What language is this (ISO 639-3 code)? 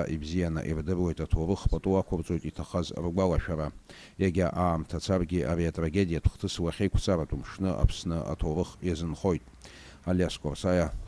abk